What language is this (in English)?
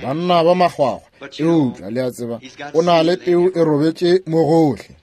Northern Sotho